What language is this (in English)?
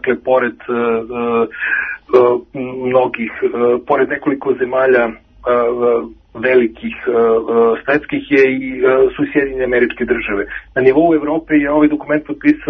Serbian